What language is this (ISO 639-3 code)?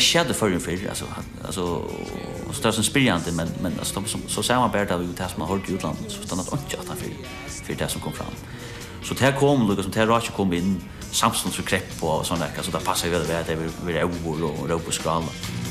fao